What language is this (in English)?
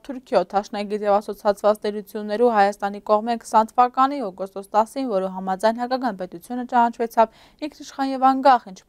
Armenian